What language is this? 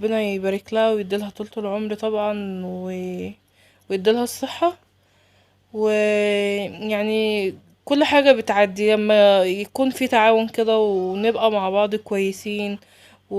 Egyptian Arabic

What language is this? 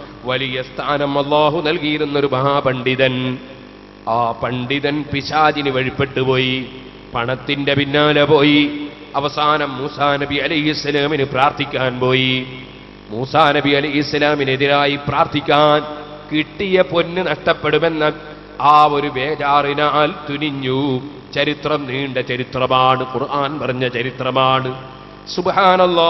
Malayalam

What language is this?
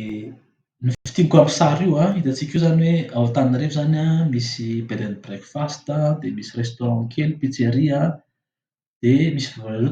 Malagasy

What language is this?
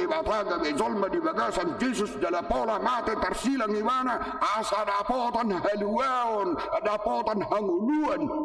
Batak Toba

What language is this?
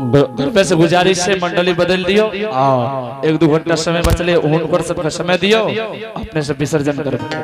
Angika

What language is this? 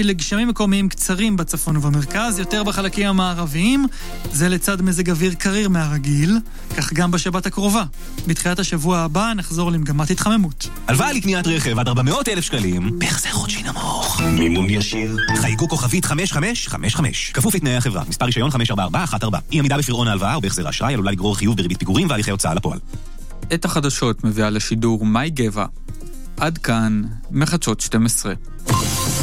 Hebrew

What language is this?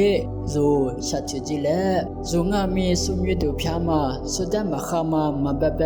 Lisu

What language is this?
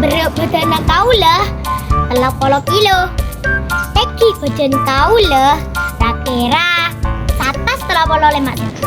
Madurese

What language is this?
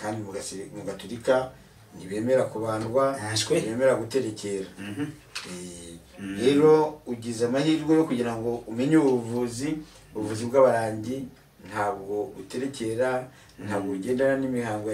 Kinyarwanda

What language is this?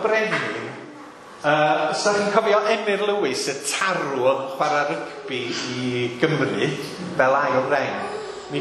Welsh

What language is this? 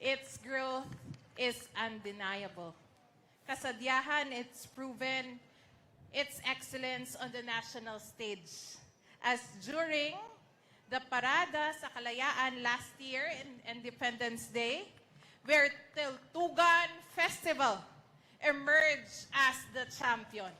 Hiligaynon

